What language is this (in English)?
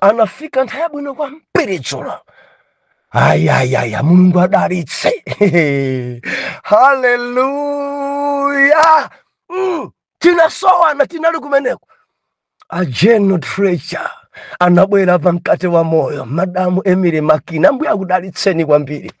Nyanja